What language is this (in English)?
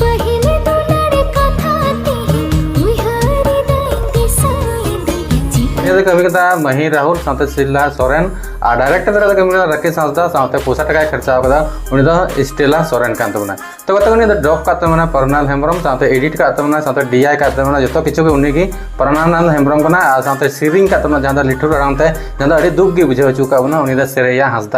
Santali